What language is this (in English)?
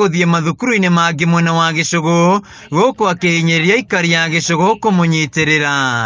Kikuyu